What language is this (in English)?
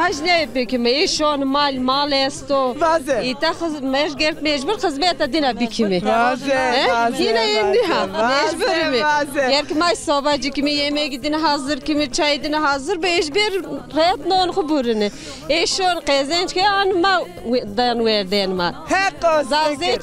Zaza